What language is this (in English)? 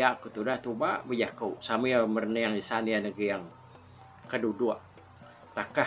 Iban